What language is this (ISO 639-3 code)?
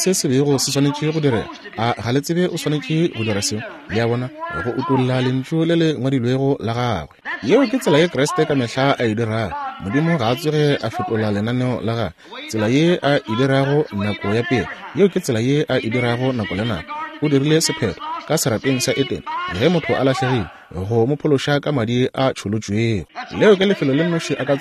nso